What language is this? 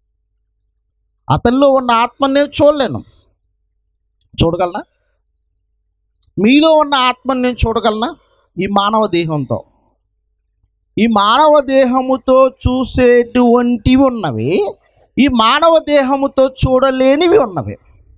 Telugu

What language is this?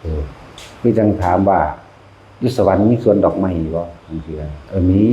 Northeastern Thai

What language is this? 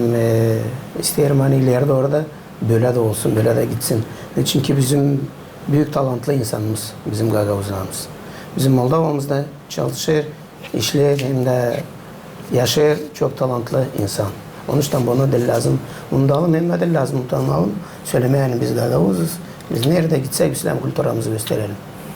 Gagauz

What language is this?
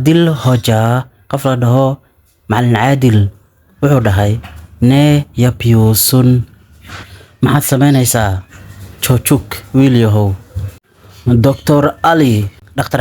Somali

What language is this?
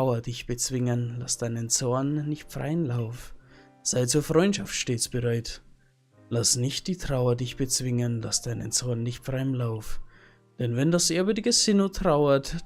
Bavarian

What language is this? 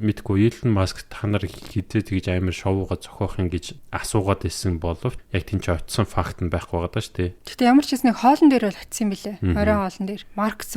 Mongolian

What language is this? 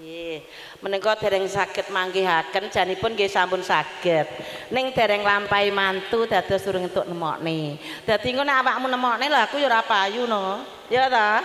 Javanese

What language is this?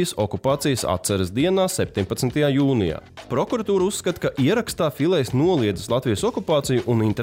Latvian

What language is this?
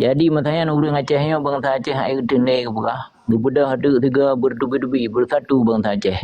Achinese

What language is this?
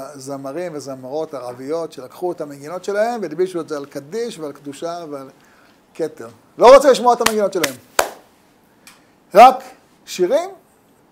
Hebrew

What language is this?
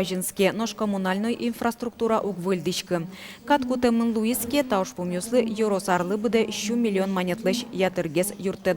Udmurt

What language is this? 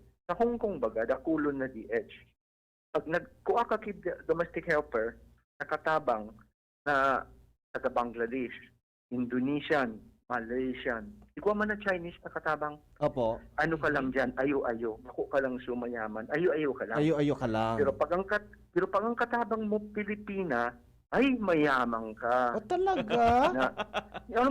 Bikol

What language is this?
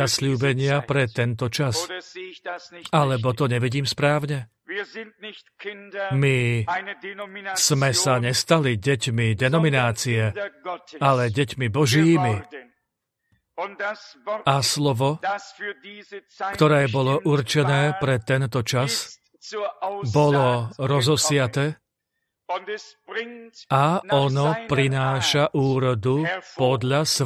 Slovak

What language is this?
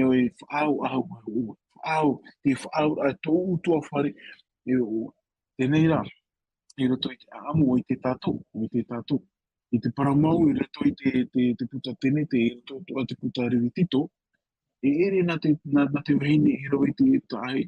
Tahitian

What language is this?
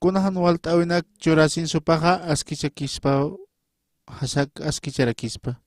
Aymara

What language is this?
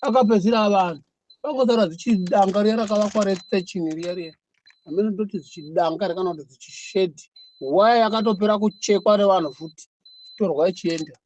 Shona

